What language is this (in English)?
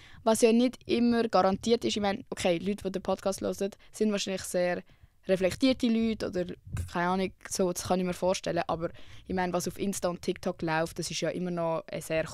Swiss German